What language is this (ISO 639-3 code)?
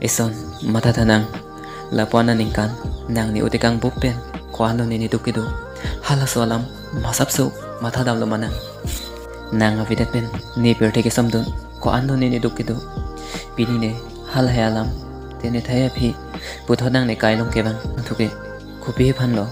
mjw